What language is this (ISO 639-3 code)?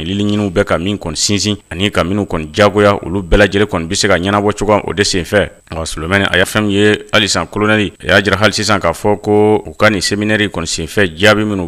bam